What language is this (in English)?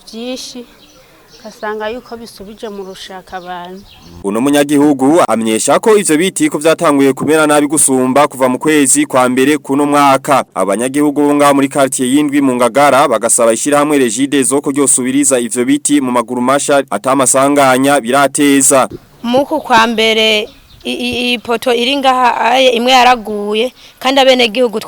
Rundi